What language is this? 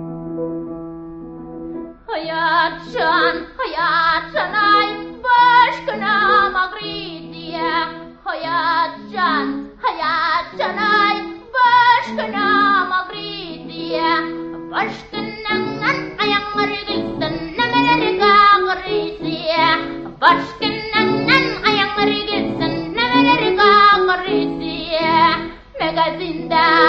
Tatar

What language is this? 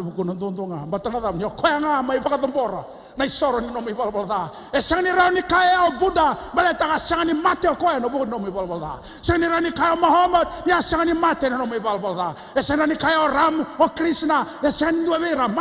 Fijian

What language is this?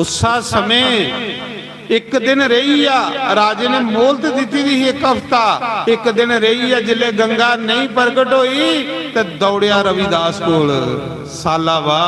Dogri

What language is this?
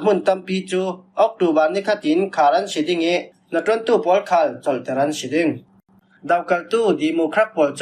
Falam Chin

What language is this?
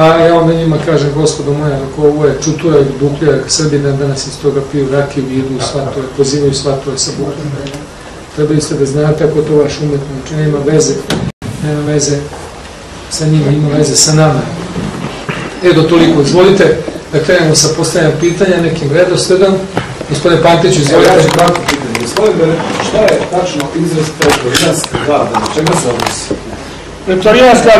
Serbian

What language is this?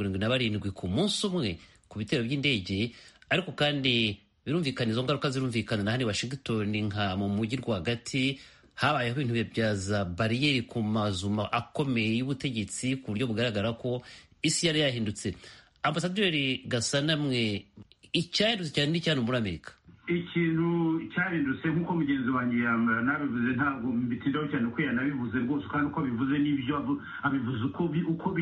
Kinyarwanda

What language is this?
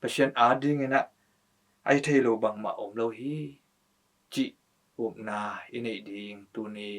Tedim Chin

